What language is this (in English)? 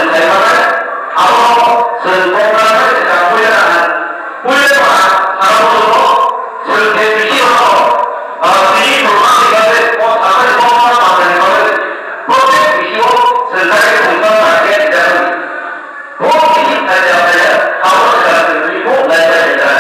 Kok Borok